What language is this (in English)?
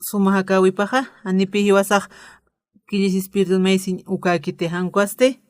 Aymara